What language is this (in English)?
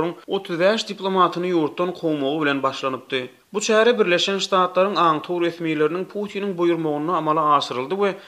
Turkmen